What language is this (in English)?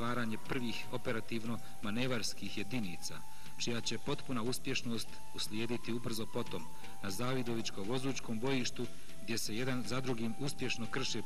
Bosnian